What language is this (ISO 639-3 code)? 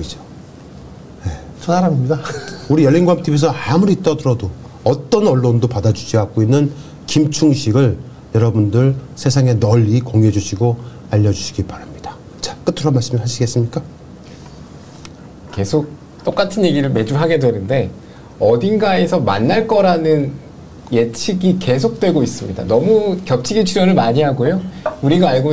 kor